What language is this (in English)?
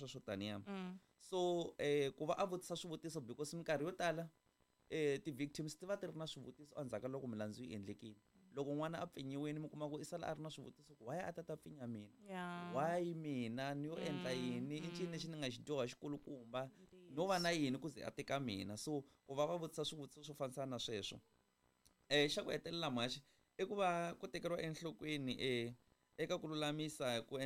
Tsonga